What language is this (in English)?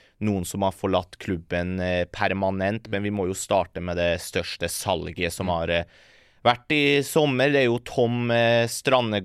Norwegian